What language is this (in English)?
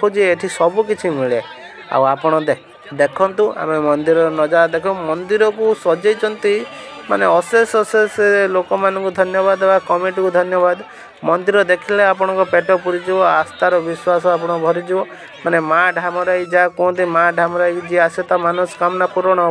Odia